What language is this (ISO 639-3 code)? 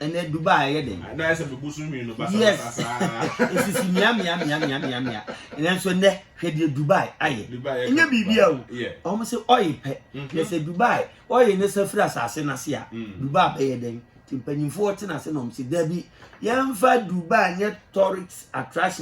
aka